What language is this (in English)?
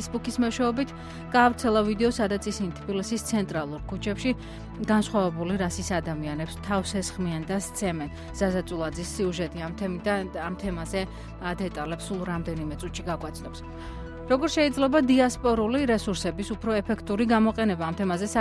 Georgian